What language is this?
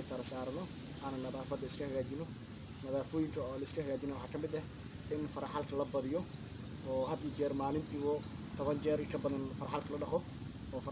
Somali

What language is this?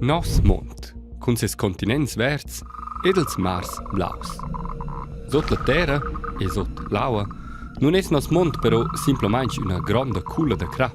Romansh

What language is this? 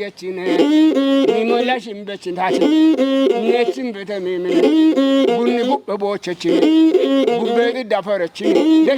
Kafa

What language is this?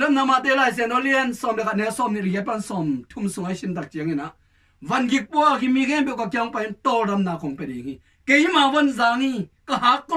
Tedim Chin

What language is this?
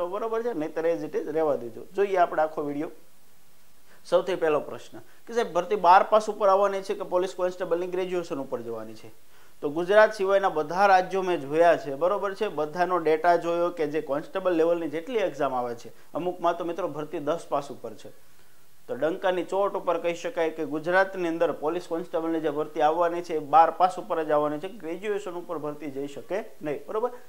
Gujarati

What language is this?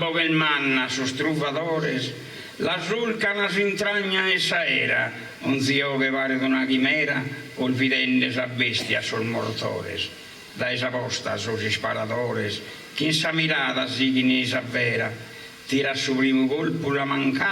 Sardinian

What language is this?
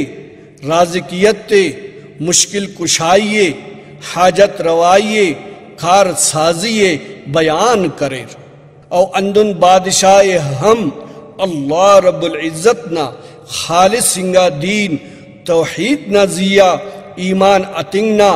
Brahui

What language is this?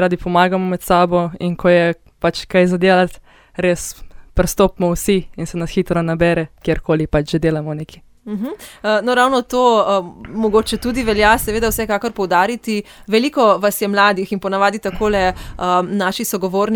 Slovenian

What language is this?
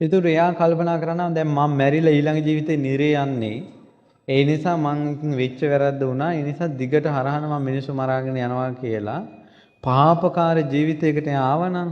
Sinhala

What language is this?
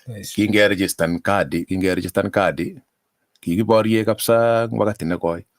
Kalenjin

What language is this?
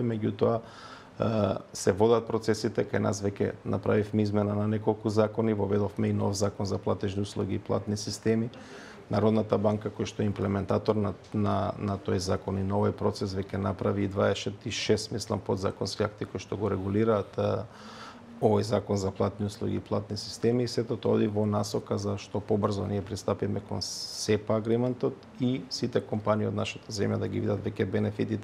Macedonian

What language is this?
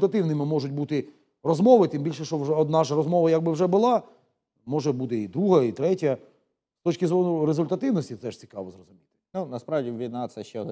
Ukrainian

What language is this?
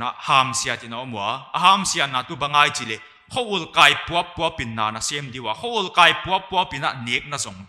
Paite Chin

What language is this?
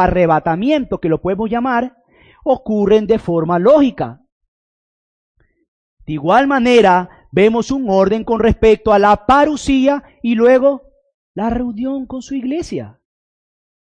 Spanish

